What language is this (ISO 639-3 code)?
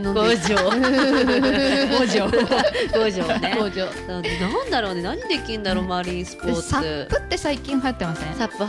jpn